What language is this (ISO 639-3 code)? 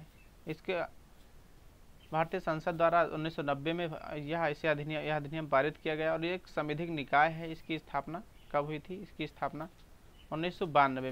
hin